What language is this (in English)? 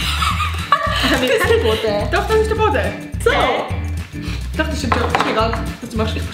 Swiss German